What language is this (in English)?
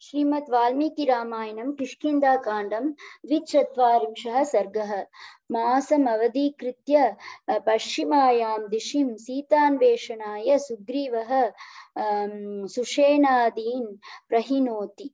Sanskrit